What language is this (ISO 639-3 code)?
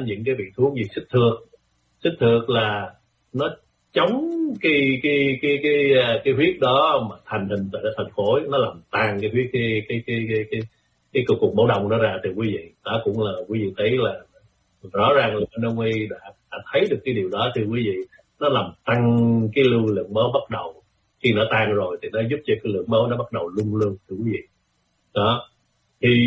vie